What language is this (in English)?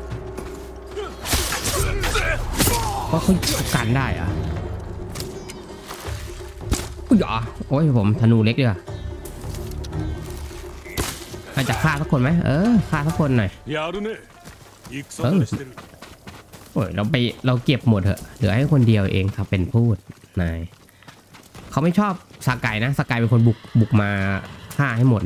Thai